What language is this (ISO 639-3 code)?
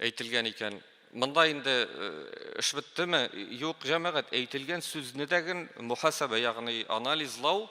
tat